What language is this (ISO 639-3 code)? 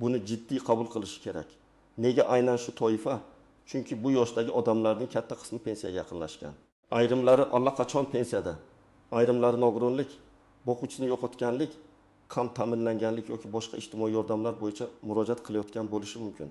uzb